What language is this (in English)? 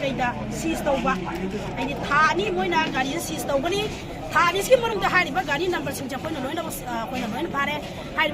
Manipuri